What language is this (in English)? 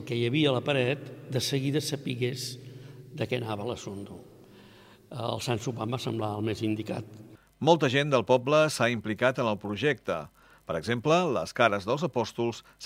Catalan